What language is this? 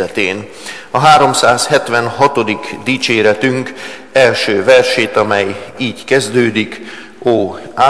Hungarian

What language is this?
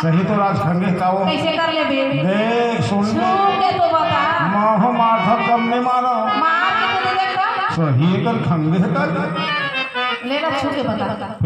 Chhattisgarhi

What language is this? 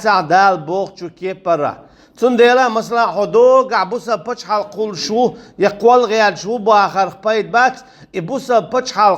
Chechen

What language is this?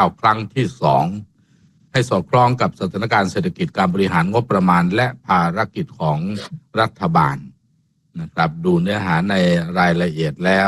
Thai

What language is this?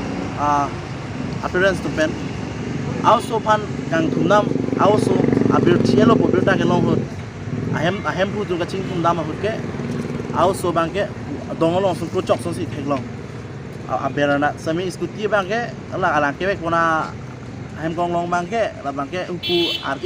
Karbi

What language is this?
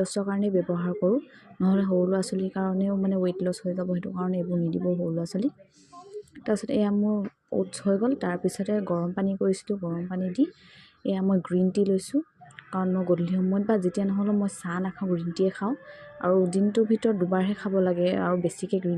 Assamese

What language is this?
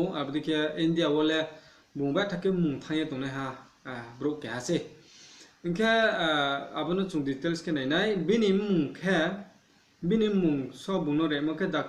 Riang (India)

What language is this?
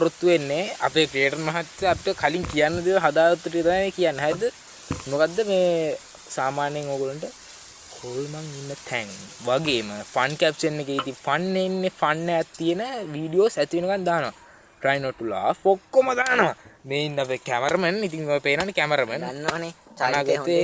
Sinhala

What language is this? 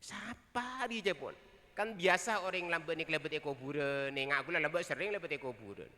Madurese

